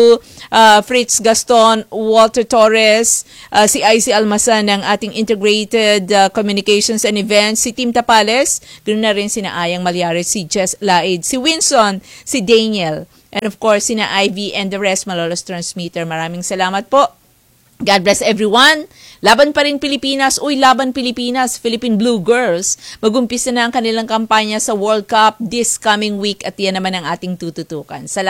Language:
Filipino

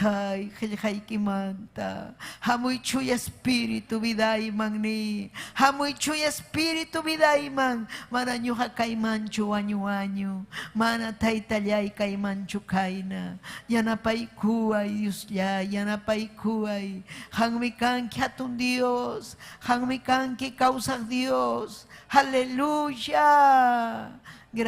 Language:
Ayacucho Quechua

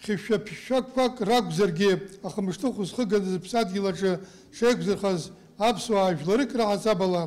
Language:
Abkhazian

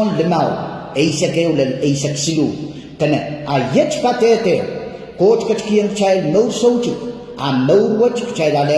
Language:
Pohnpeian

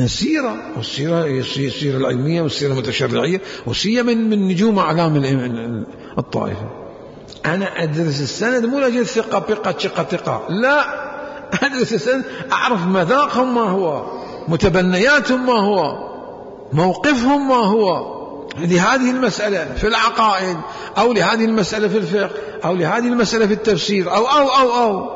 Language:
Mesopotamian Arabic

